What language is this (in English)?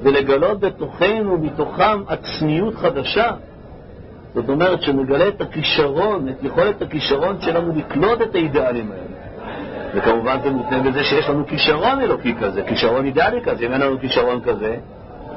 Hebrew